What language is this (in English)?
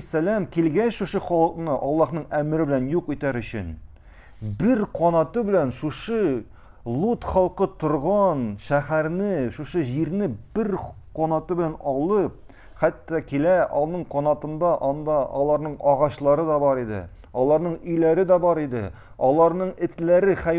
Tatar